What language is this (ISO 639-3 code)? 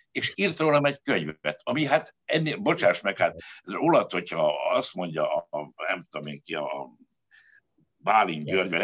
hun